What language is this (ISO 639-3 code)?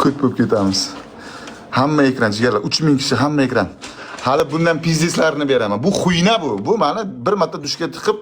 uzb